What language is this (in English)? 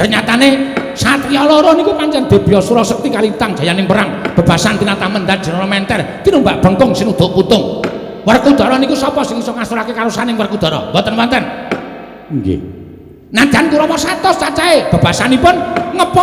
Javanese